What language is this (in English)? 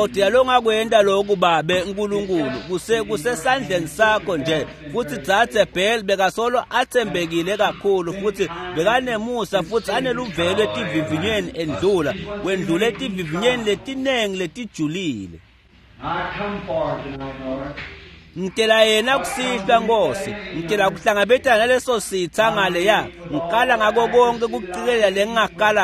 Swati